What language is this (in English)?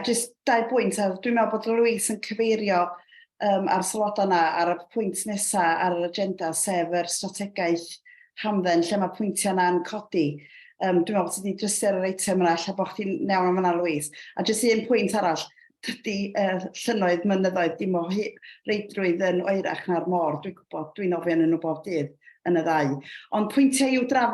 Welsh